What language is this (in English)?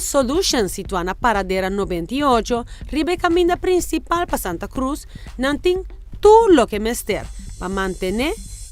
Papiamento